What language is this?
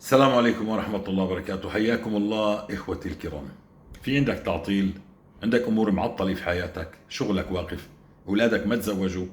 North Levantine Arabic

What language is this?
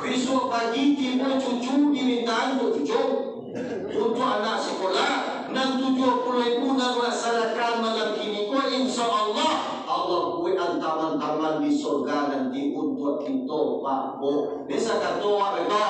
Minangkabau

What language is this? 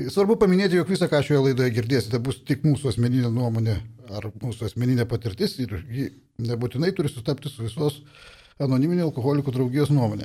Lithuanian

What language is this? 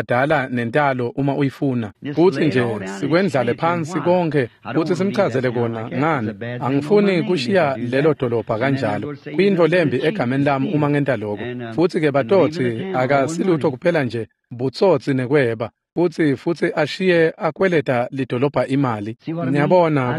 Swati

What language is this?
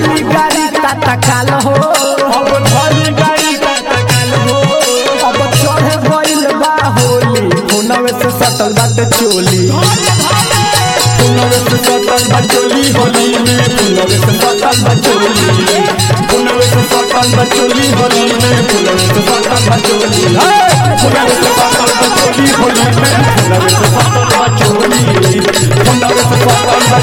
Bhojpuri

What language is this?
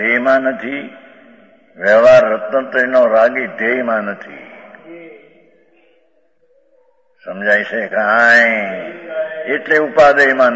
Gujarati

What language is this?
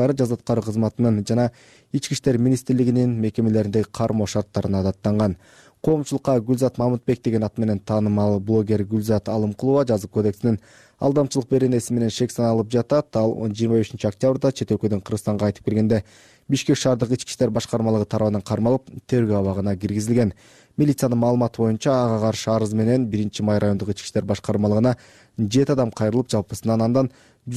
Kyrgyz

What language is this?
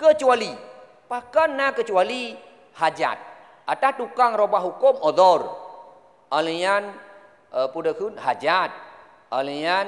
Achinese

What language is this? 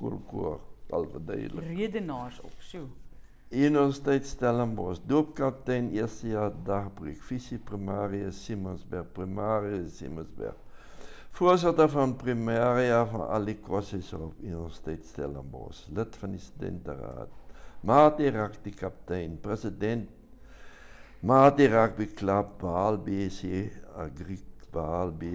Afrikaans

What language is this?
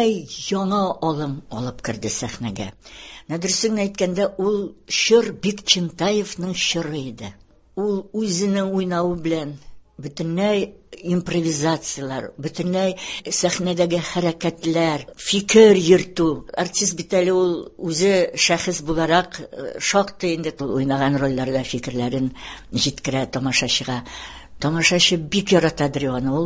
Tatar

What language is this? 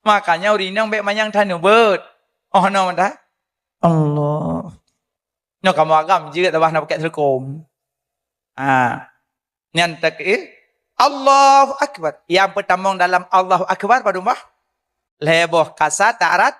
Achinese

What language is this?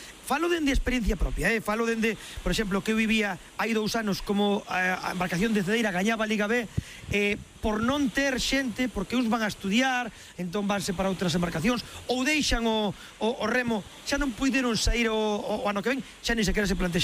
Galician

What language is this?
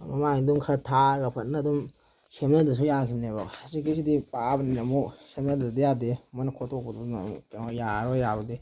Manipuri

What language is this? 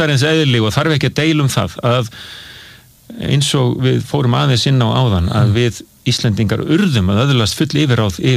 Icelandic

